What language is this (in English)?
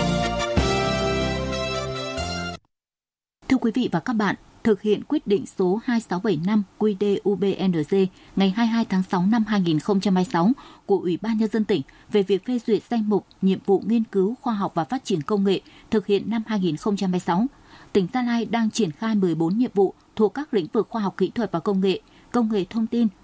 Vietnamese